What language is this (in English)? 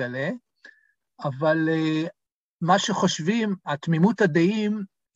Hebrew